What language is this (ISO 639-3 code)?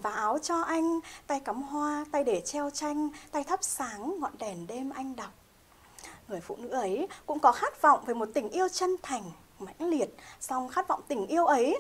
vie